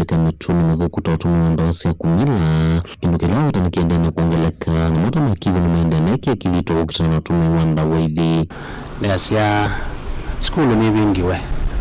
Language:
Kamba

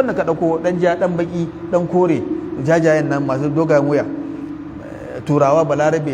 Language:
Hausa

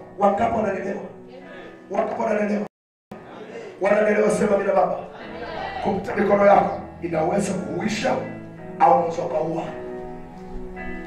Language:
Swahili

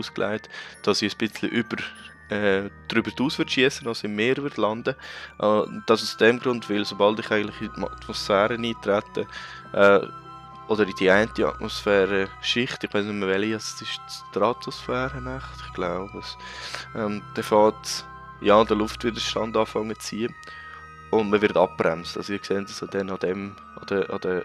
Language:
Swiss German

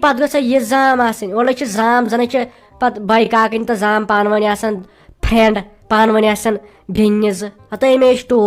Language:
Kashmiri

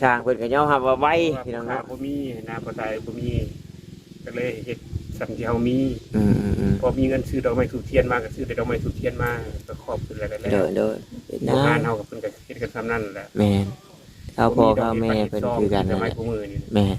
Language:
Northeastern Thai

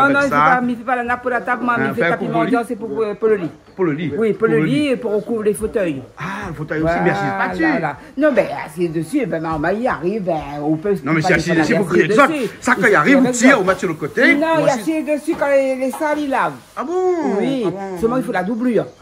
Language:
Réunion Creole French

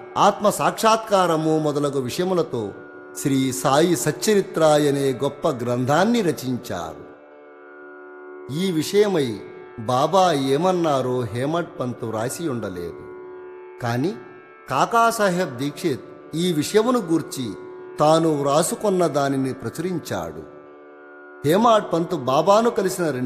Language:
Telugu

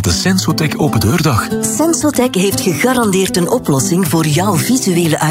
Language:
Dutch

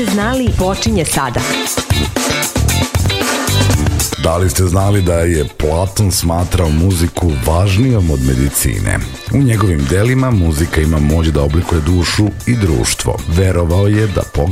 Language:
Serbian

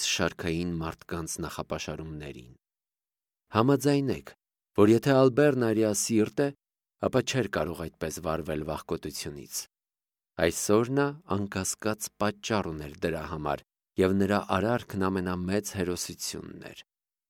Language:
Armenian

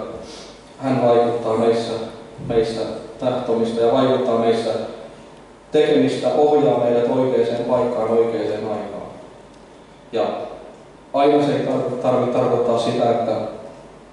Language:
Finnish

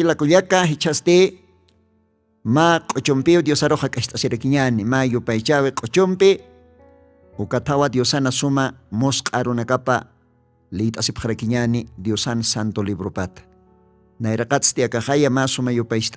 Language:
Aymara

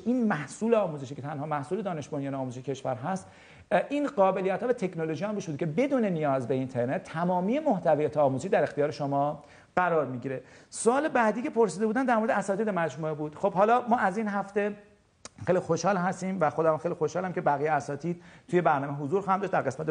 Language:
Persian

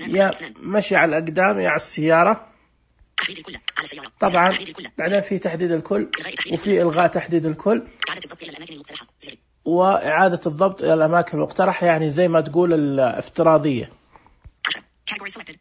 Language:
Najdi Arabic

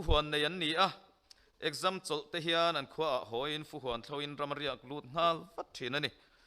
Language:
Mizo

